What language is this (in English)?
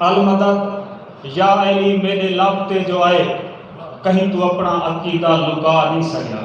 Saraiki